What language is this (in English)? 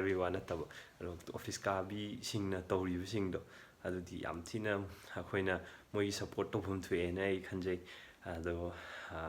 Manipuri